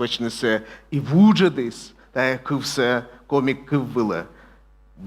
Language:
Komi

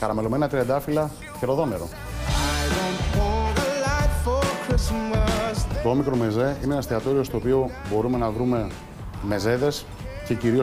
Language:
Greek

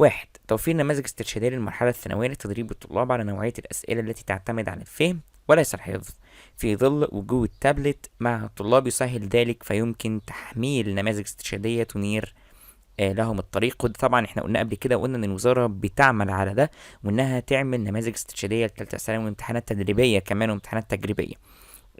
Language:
Egyptian Arabic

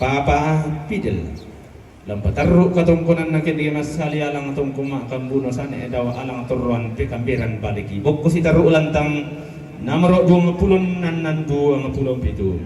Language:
Toraja-Sa'dan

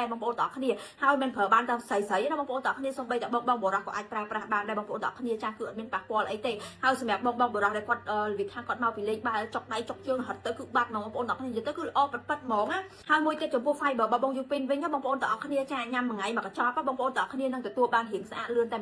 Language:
Khmer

